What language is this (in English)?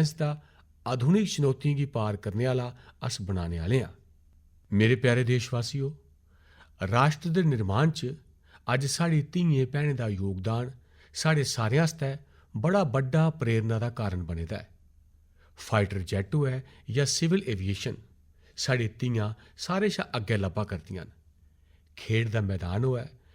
Dogri